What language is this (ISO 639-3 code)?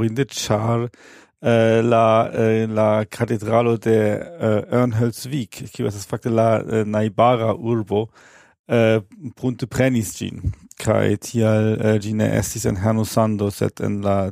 epo